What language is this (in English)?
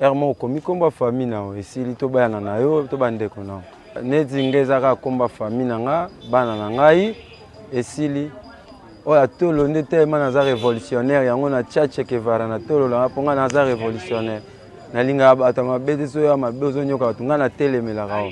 Lingala